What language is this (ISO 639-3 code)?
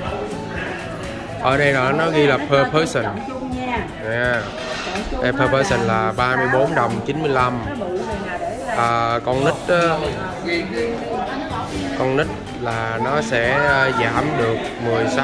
vie